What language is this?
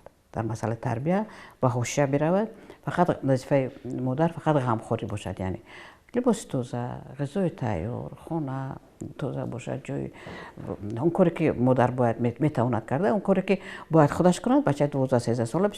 Tajik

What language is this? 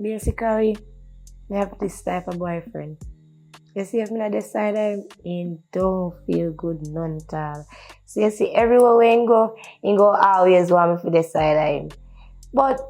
Jamaican Creole English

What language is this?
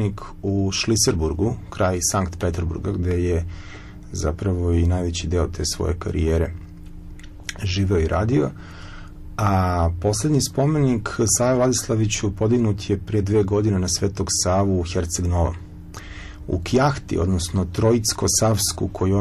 Serbian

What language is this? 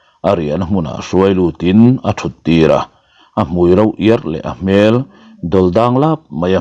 Mizo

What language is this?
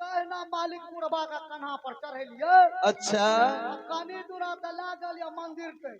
Maithili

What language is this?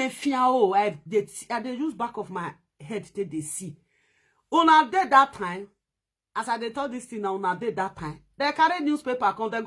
Nigerian Pidgin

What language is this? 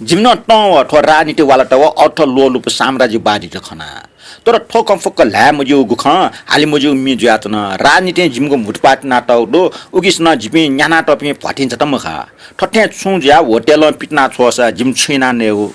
Newari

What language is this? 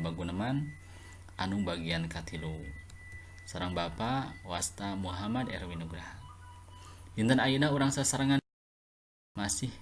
Sundanese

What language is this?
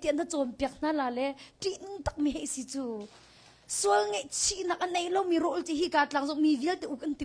Hakha Chin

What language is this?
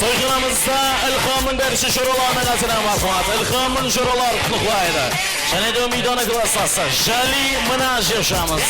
Kara-Kalpak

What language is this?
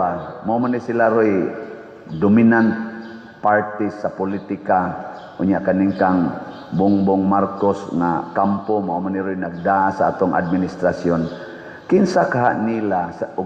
Cebuano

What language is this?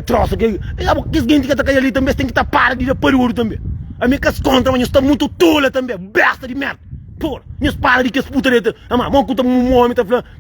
Kabuverdianu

